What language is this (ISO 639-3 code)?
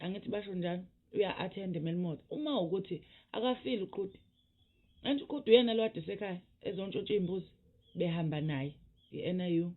zul